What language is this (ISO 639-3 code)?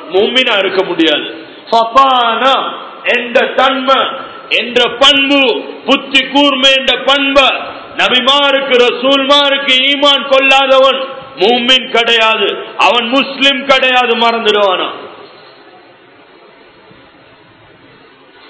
tam